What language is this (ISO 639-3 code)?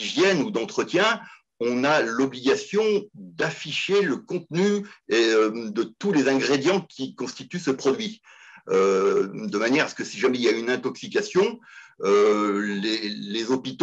fra